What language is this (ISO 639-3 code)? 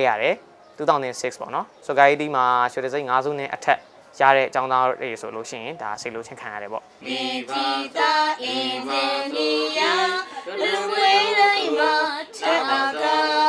mya